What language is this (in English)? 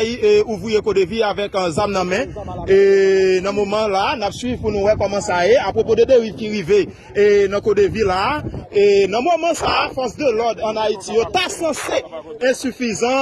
Haitian Creole